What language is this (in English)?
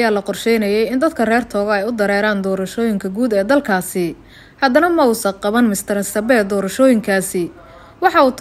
Somali